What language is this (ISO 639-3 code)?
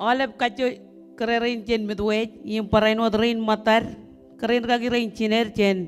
mah